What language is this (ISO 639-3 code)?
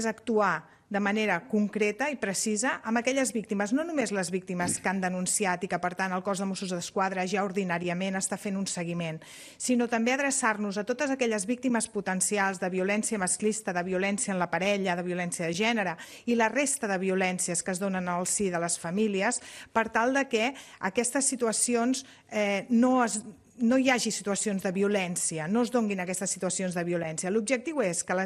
cat